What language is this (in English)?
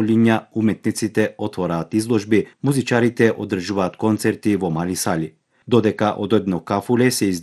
Macedonian